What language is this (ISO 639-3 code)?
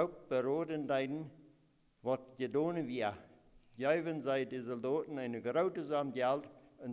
pdt